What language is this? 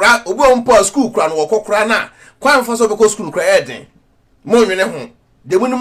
Akan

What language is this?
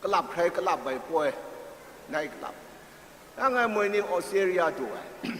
Kachin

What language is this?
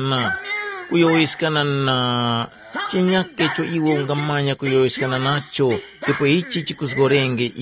Tumbuka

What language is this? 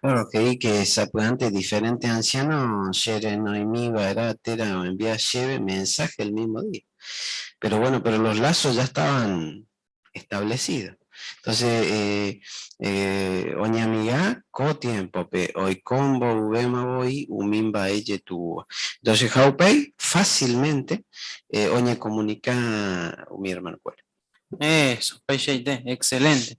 Guarani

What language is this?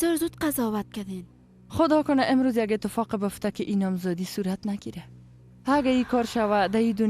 Persian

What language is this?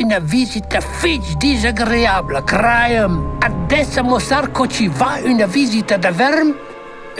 Romansh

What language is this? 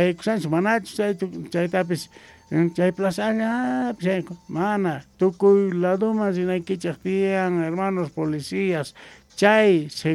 Quechua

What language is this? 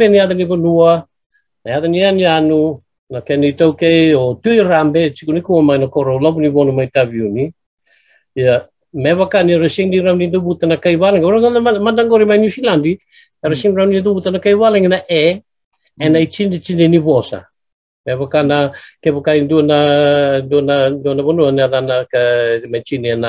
Fijian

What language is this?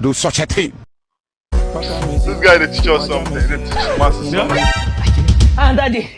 Nigerian Pidgin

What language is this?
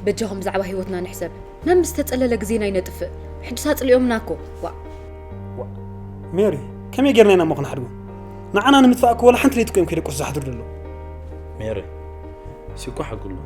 Tigrinya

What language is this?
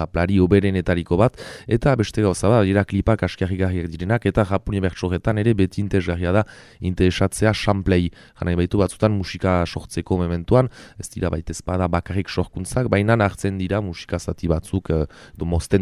Basque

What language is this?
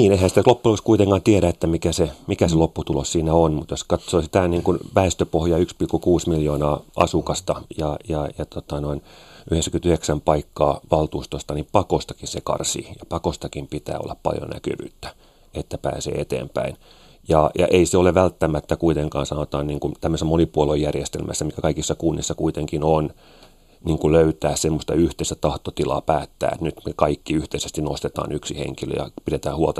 Finnish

